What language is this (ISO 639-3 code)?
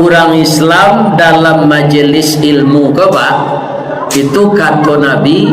min